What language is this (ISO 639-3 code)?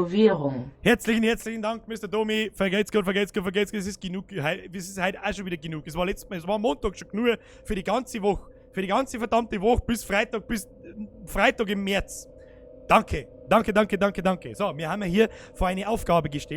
bar